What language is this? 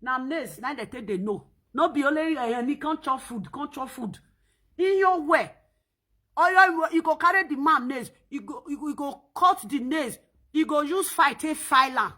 Nigerian Pidgin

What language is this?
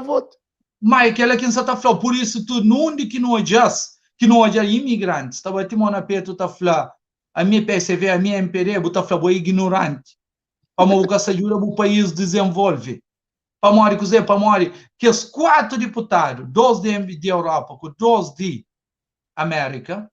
Kabuverdianu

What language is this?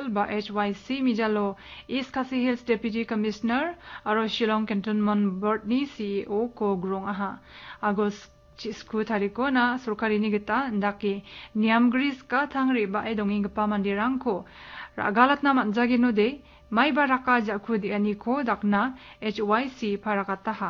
Garo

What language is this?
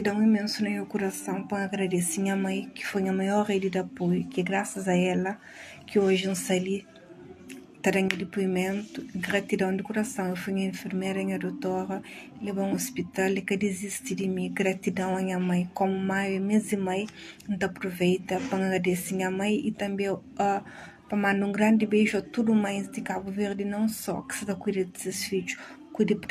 Kabuverdianu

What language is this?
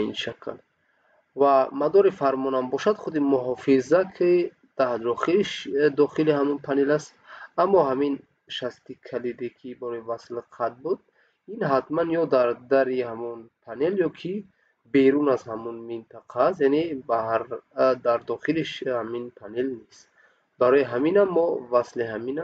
Tajik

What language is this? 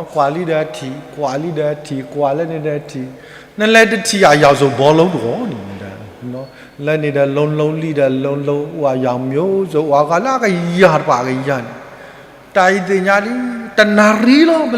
S'gaw Karen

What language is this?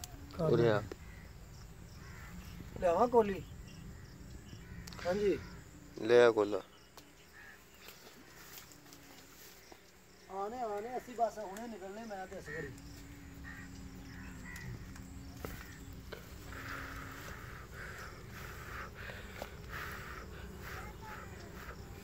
Punjabi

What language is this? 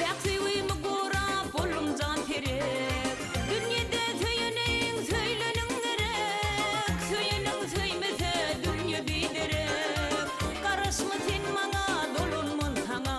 Turkmen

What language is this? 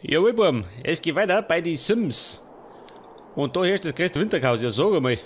Bavarian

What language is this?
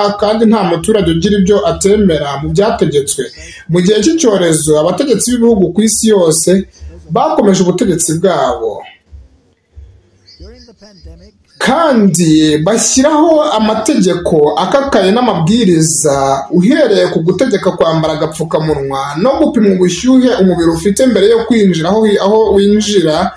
Kinyarwanda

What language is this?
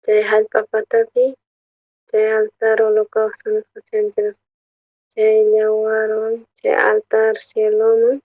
South Bolivian Quechua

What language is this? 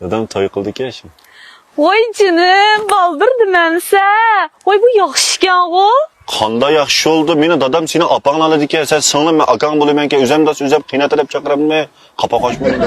Uyghur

